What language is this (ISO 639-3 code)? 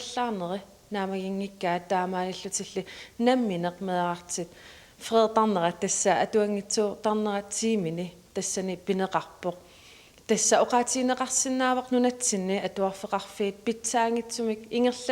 kal